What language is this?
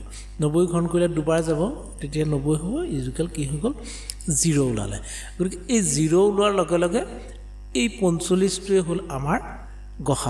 Assamese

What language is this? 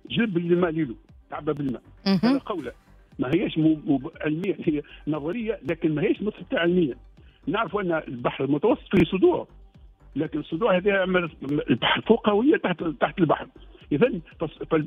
Tunisian Arabic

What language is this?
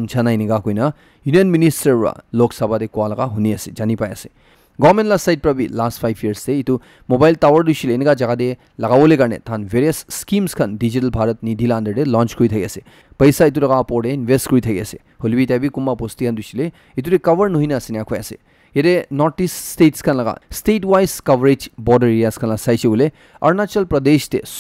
Naga Pidgin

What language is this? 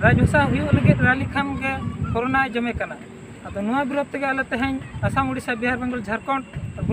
Santali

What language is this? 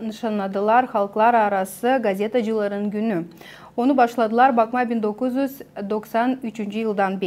Gagauz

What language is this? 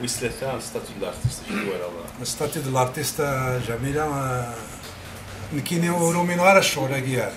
Kabyle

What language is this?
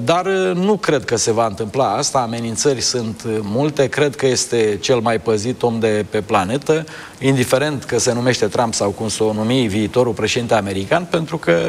Romanian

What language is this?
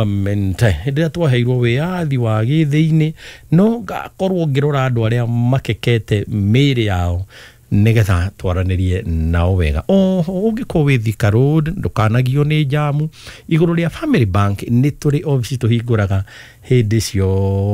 Kikuyu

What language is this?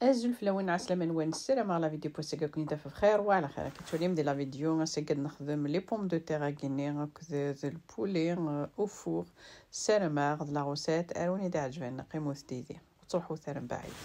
Kabyle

